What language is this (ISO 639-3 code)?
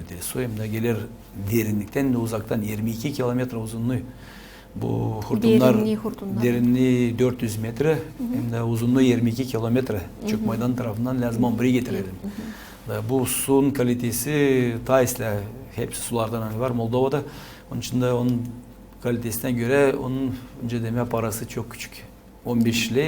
gag